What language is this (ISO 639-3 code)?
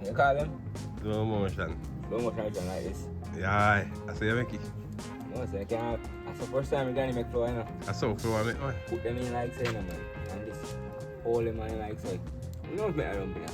jam